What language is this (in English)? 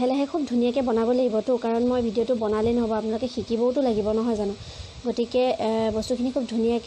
Assamese